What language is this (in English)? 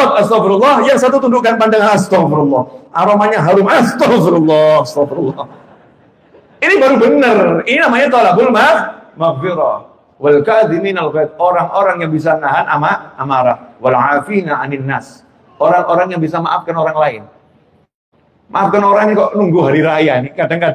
Indonesian